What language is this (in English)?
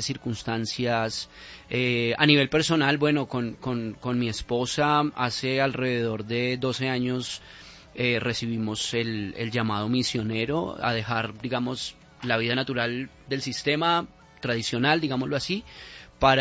Spanish